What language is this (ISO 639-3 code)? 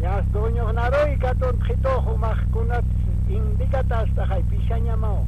aym